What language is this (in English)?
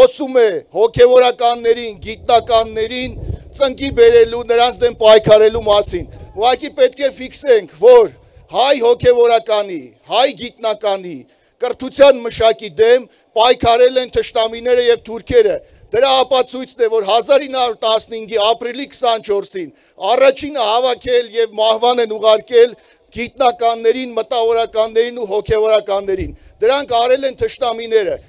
Armenian